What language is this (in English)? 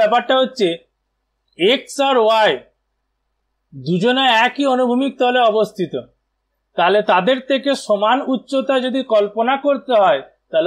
Bangla